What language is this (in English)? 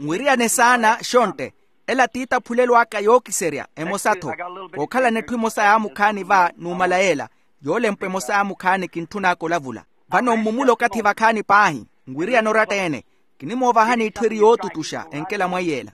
Makhuwa